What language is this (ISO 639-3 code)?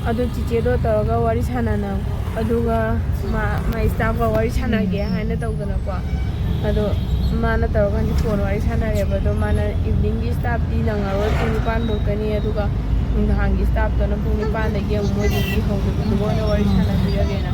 mni